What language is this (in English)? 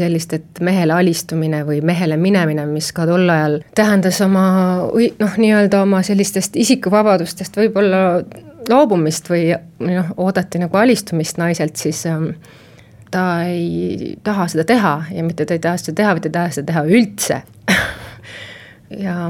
Estonian